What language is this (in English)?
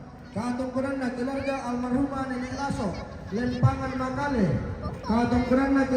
Toraja-Sa'dan